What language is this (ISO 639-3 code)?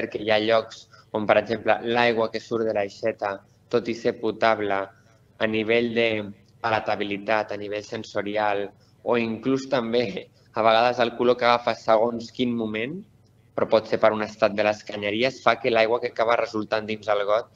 cat